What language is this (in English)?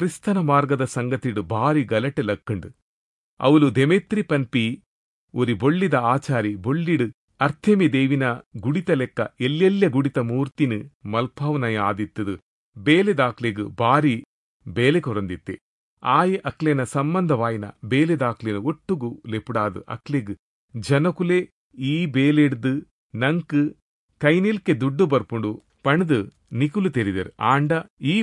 Tulu